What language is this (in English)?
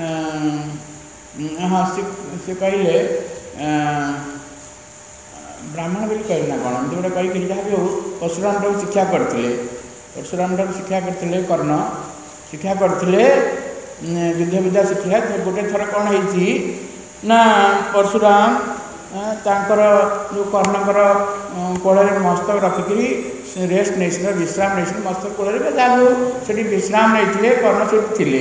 Odia